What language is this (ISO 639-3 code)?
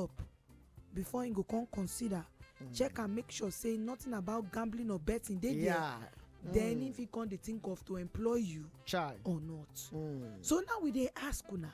pcm